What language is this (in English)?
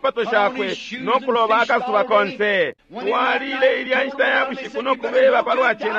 Bemba